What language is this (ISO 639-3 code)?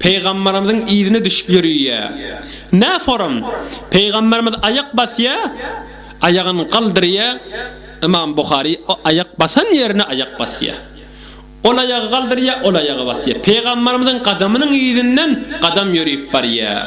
tuk